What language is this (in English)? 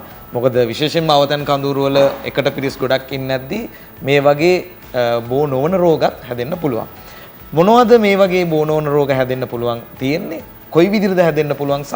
Sinhala